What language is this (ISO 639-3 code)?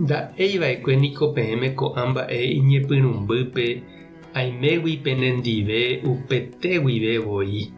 grn